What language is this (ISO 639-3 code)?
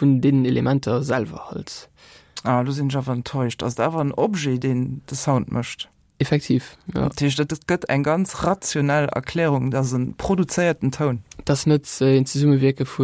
ltz